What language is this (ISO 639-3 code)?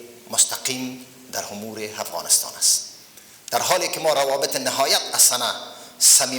fas